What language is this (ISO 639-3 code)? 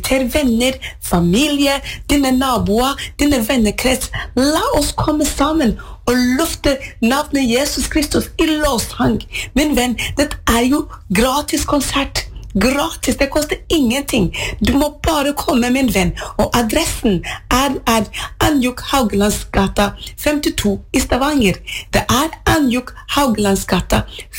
nor